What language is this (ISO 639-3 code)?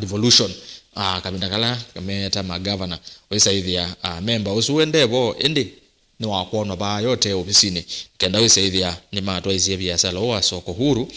kam